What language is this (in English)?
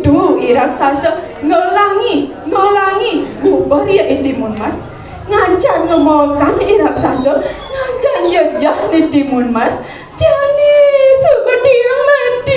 Balinese